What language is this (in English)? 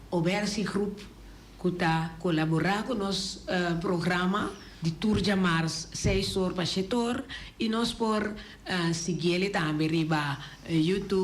Papiamento